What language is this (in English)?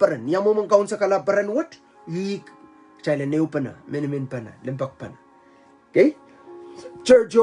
Pohnpeian